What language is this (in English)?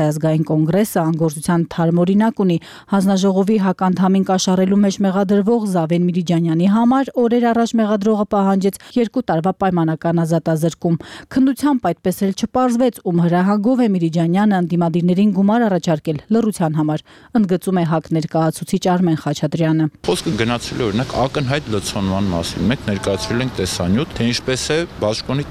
Armenian